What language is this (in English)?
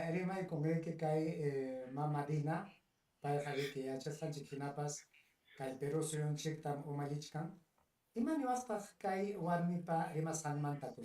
Ayacucho Quechua